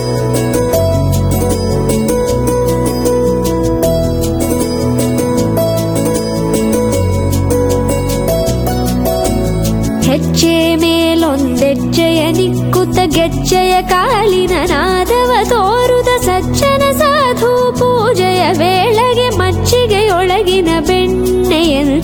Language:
Kannada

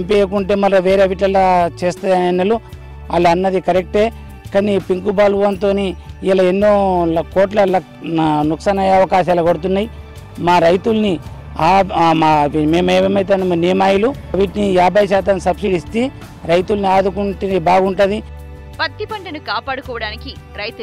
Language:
Telugu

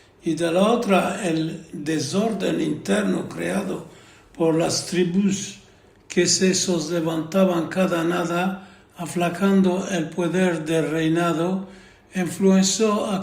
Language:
Ladino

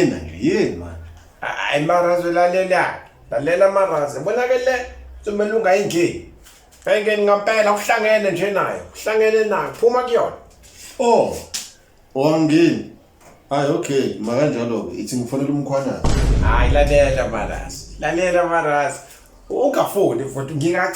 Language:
Zulu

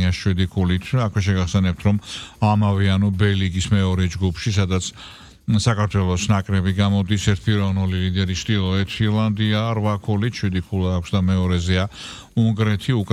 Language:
Georgian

